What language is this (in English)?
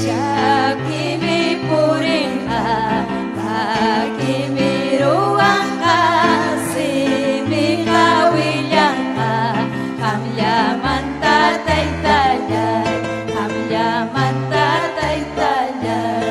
Ayacucho Quechua